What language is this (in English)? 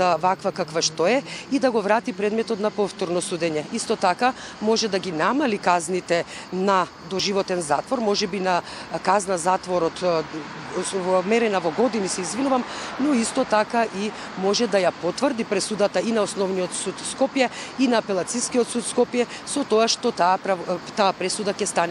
Macedonian